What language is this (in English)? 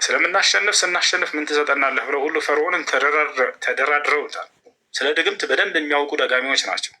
Amharic